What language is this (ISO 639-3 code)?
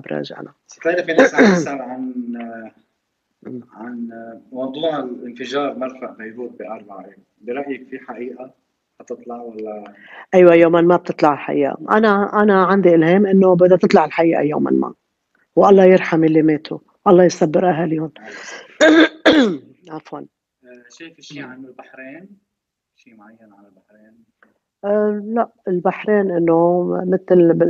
apc